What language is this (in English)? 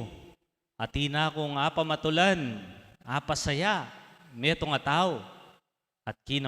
Pampanga